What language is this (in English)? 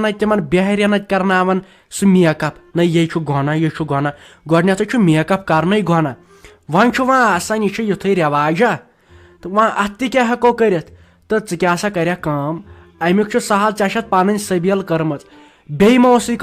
Kashmiri